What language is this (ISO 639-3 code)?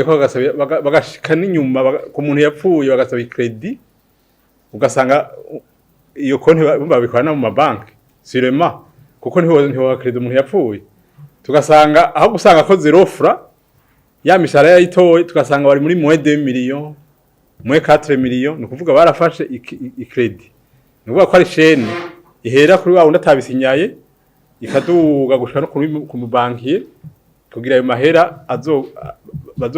run